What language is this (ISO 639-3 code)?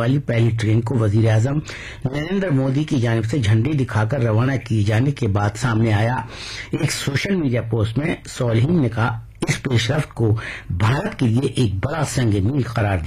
urd